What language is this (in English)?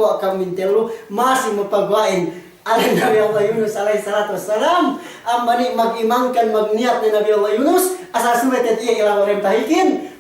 Yakan